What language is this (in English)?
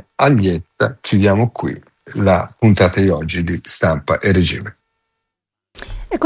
Italian